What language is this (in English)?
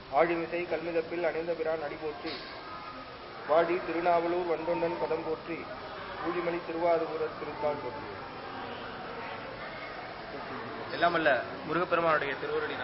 Tamil